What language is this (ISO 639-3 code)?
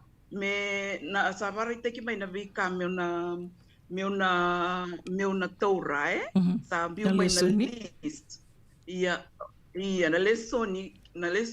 fij